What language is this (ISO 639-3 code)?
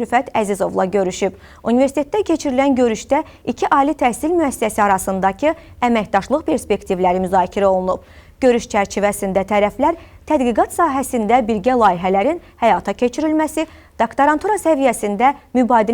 aze